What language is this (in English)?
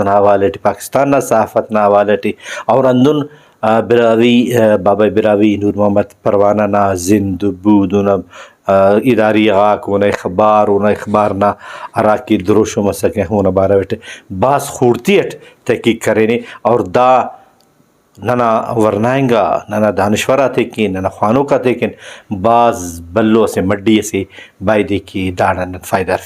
Brahui